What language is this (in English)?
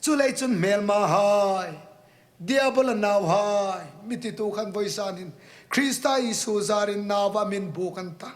Hmar